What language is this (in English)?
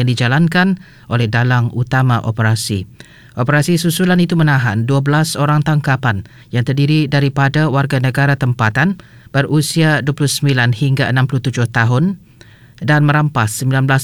Malay